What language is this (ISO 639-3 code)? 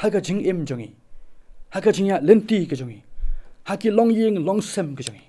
kha